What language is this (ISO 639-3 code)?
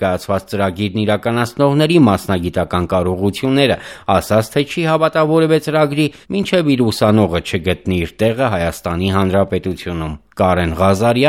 hye